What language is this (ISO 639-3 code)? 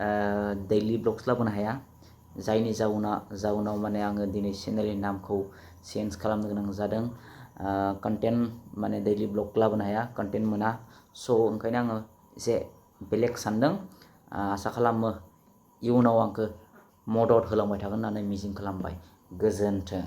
brx